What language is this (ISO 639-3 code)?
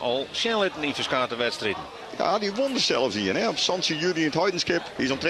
fry